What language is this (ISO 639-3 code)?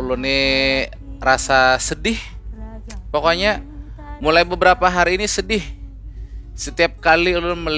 bjn